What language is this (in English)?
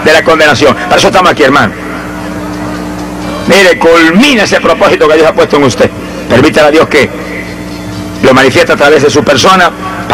Spanish